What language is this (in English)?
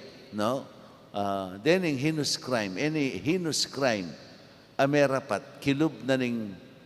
Pampanga